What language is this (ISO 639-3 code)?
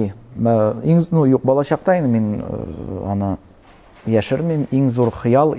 tat